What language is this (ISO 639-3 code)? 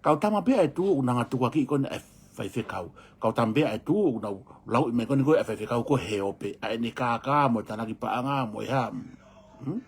ton